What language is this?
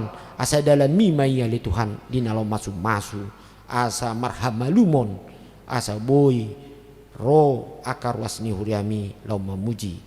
Batak Toba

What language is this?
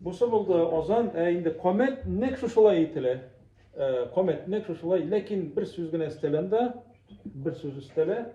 Tatar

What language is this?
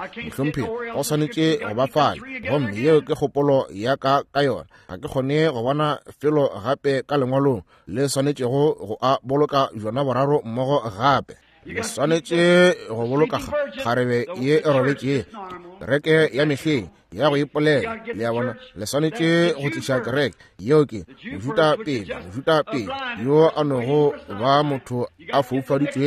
Northern Sotho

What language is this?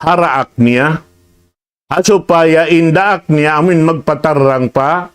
Tausug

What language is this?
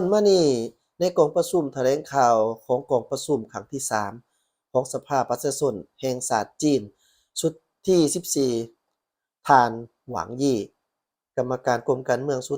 Lao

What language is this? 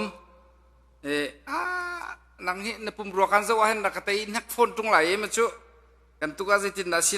Hakha Chin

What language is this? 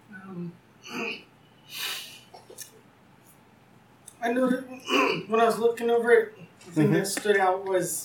English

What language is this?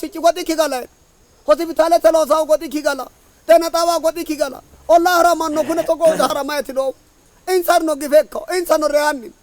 Sidamo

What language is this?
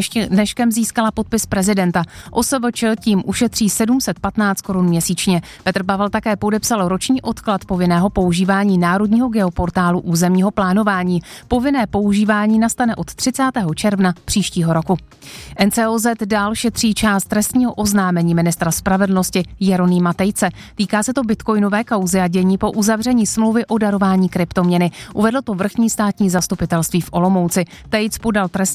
Czech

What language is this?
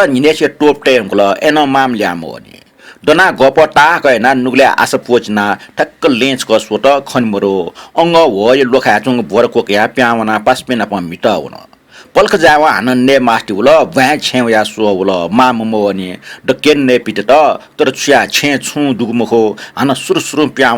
Newari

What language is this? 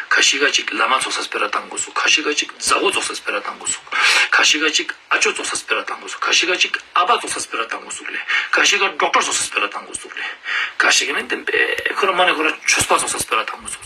Ladakhi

